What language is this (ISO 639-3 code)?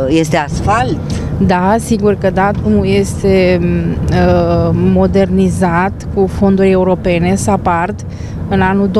ron